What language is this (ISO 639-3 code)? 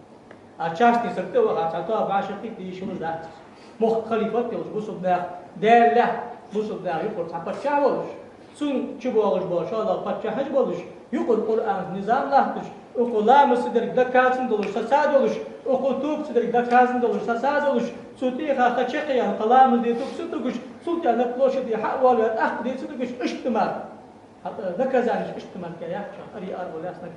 inh